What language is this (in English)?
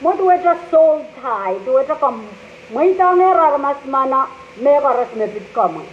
Pohnpeian